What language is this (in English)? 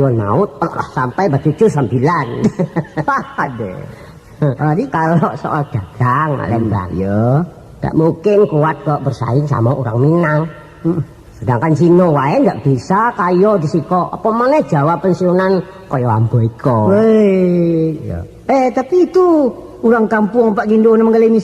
Minangkabau